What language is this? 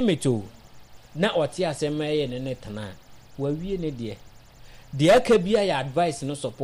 Akan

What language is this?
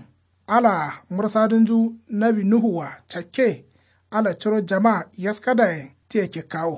Kanuri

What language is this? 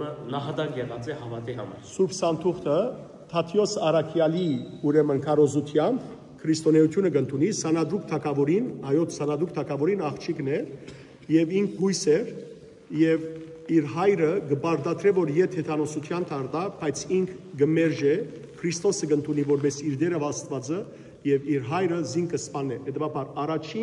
Western Armenian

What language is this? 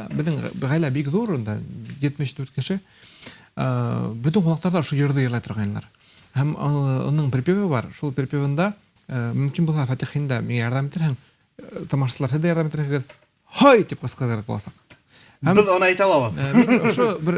Bashkir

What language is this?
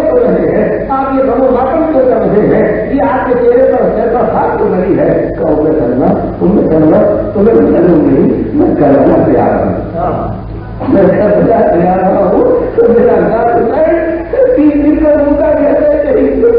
Urdu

